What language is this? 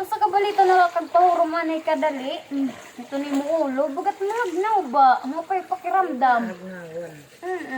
Waray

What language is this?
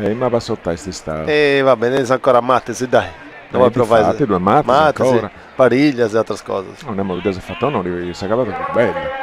Sardinian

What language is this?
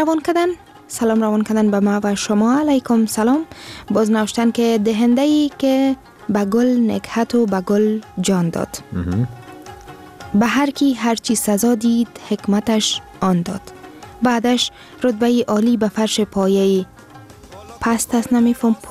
Persian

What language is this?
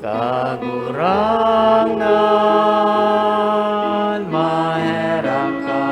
Bikol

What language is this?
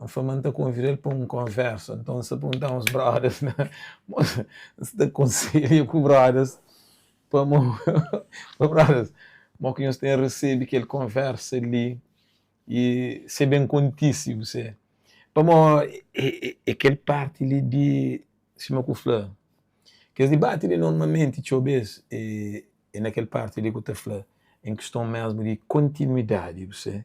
Kabuverdianu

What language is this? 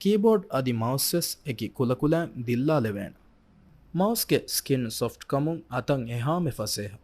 Divehi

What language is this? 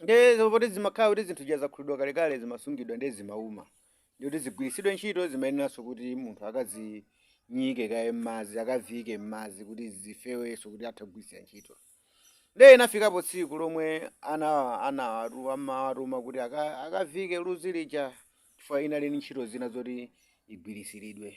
Nyanja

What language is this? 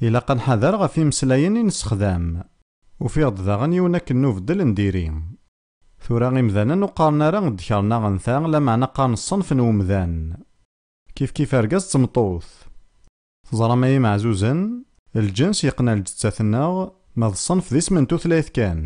Kabyle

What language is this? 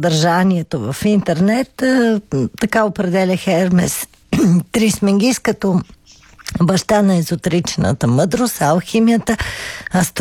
Bulgarian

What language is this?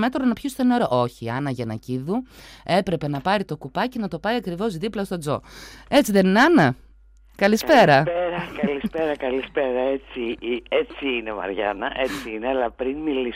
Greek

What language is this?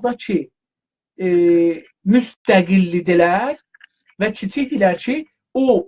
South Azerbaijani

